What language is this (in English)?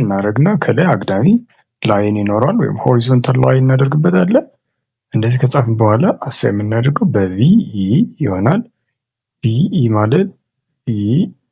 Amharic